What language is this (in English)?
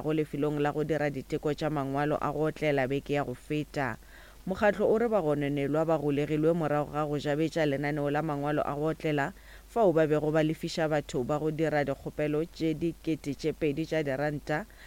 Northern Sotho